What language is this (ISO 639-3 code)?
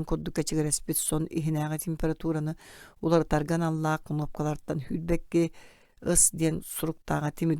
sah